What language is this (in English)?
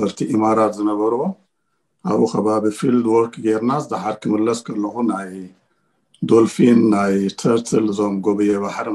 Tigrinya